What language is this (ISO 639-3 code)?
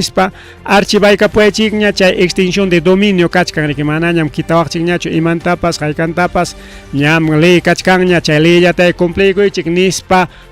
quy